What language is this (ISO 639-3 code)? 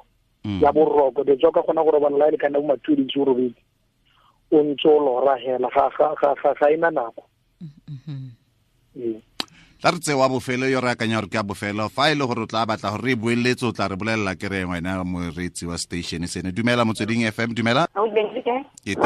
tsn